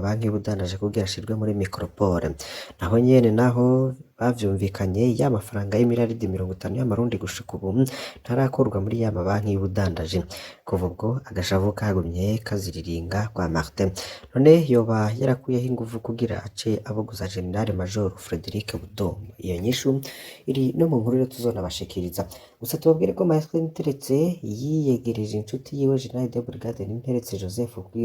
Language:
Rundi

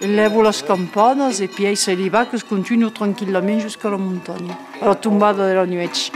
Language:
Occitan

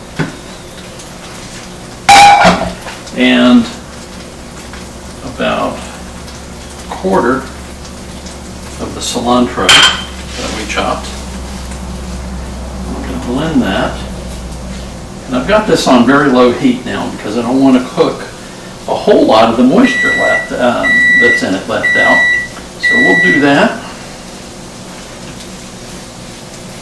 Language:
English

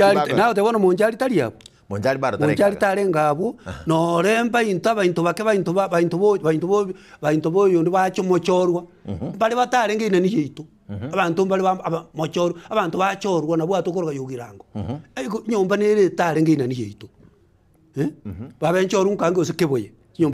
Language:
Gusii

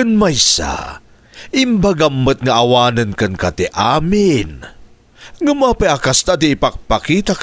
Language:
Iloko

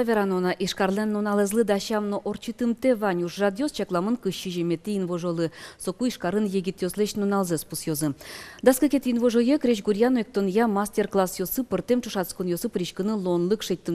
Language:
Udmurt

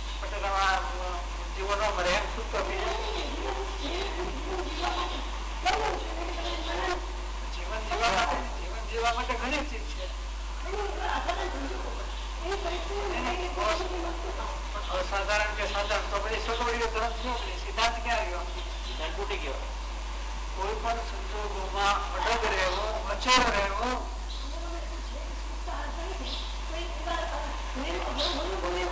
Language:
Gujarati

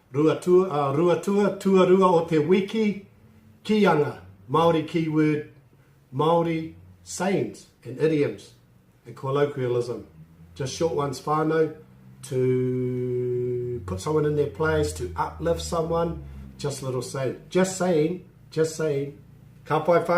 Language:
Māori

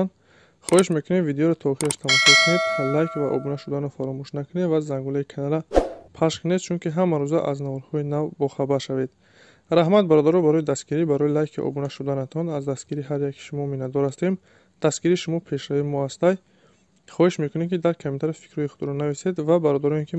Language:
Tajik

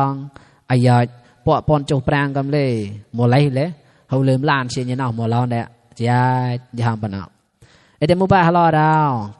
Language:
Mon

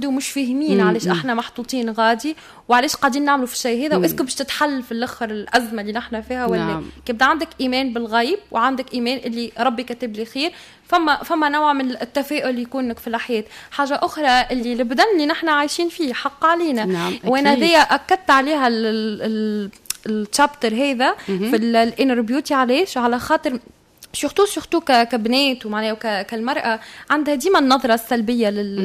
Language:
Tunisian Arabic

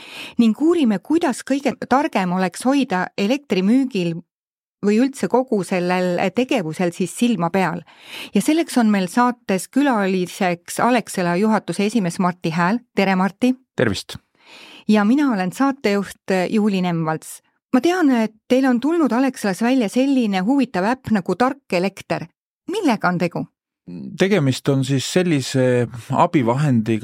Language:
Estonian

